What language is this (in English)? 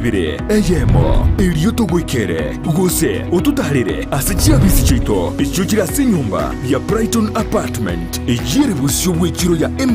Gusii